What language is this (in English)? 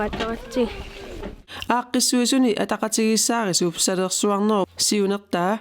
Kalaallisut